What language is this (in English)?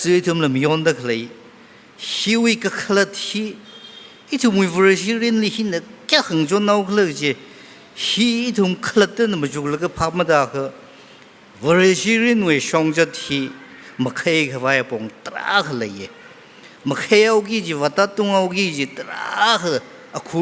Tangkhul Naga (India)